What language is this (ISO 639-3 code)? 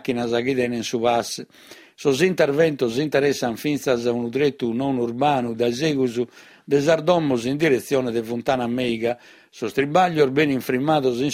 srd